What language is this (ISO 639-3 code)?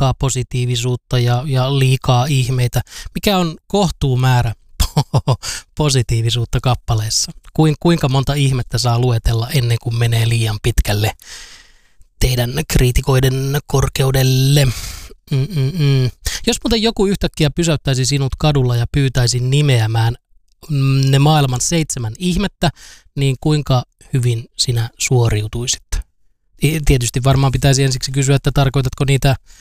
fin